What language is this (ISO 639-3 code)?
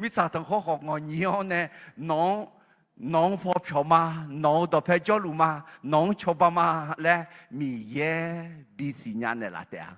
ahk